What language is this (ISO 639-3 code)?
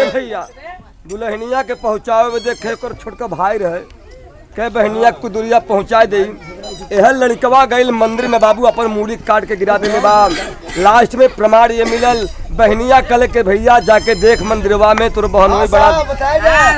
bho